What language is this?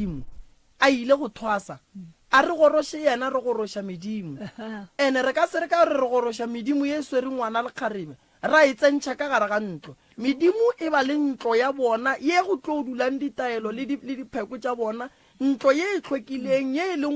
Northern Sotho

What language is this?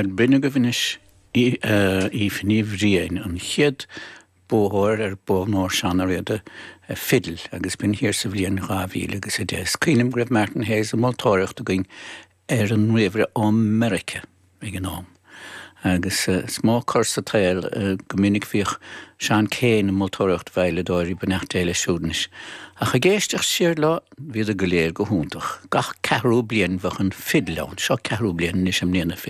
Irish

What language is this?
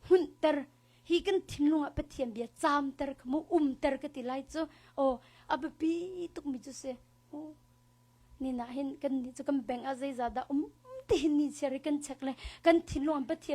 Hakha Chin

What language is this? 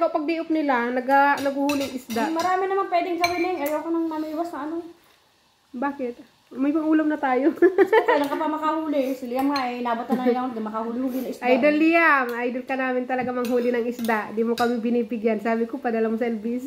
Filipino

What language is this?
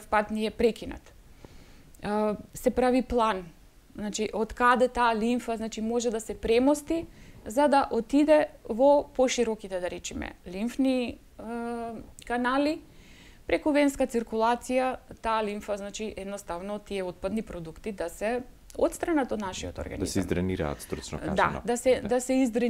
Macedonian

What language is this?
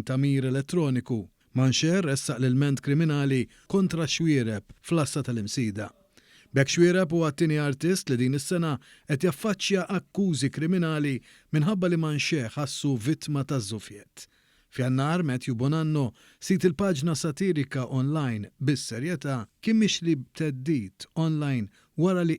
Maltese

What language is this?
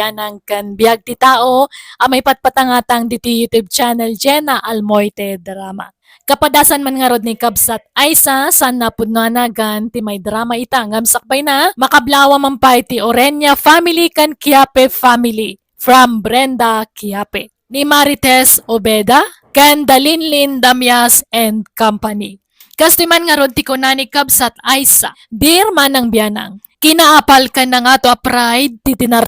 Iloko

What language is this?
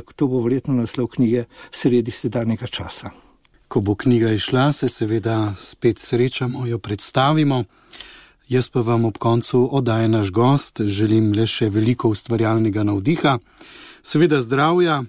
Slovenian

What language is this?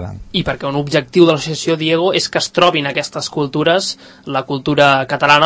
Catalan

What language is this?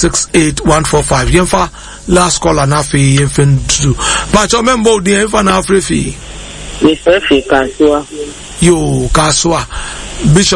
Akan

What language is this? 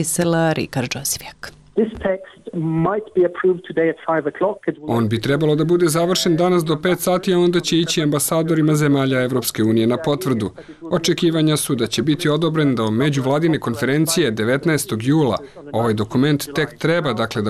Serbian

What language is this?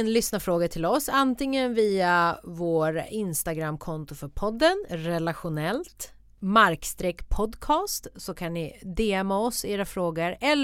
Swedish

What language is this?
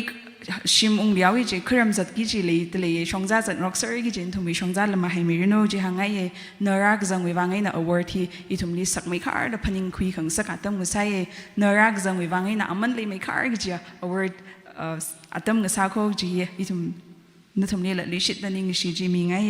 Tangkhul Naga (India)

